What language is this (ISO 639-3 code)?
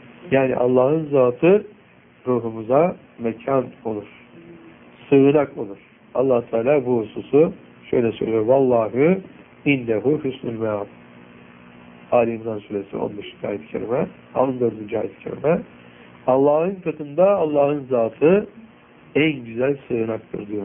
tur